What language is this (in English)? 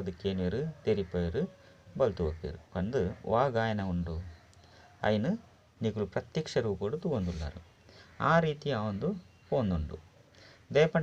Tulu